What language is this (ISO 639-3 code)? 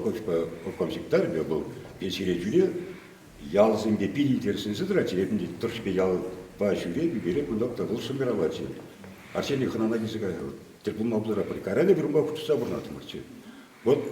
chv